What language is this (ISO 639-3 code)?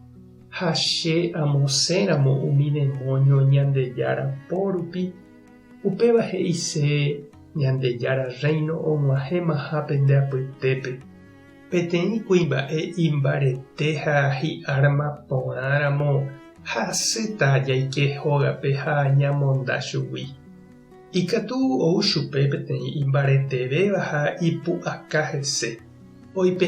grn